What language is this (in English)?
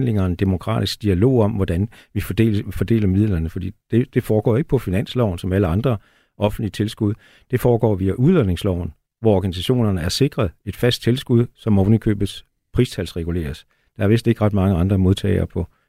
Danish